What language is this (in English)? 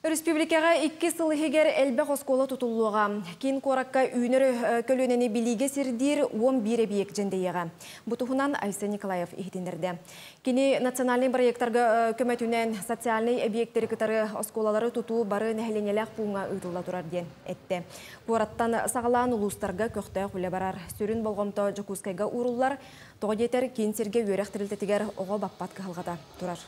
Yakut